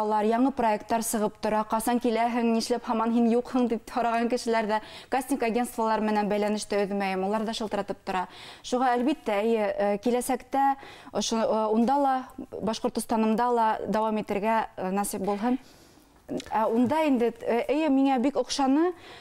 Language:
Bashkir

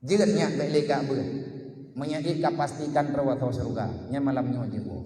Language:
Achinese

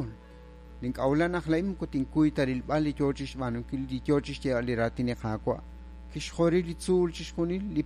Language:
Kekchí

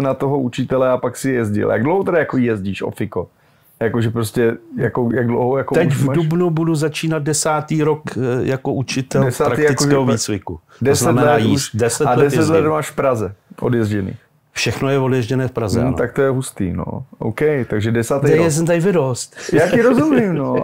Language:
Czech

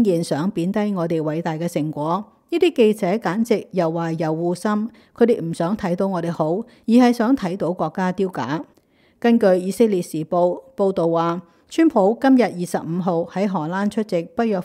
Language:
Cantonese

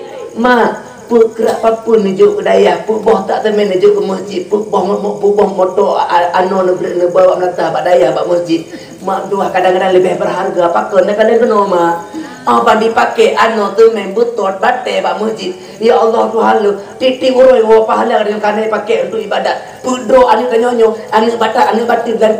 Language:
Achinese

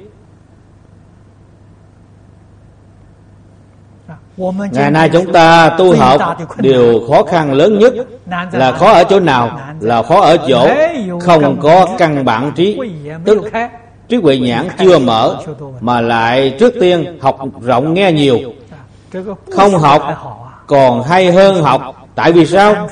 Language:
Vietnamese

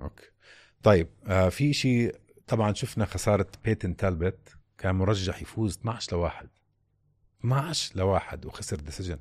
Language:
North Levantine Arabic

